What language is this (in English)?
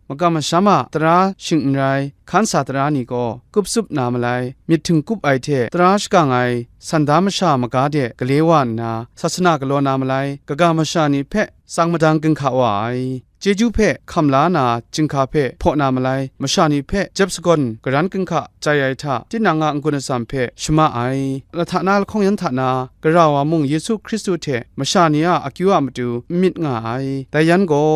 Kachin